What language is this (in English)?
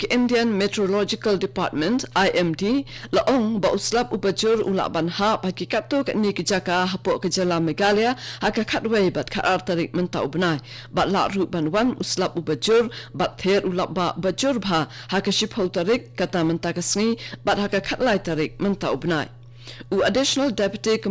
Khasi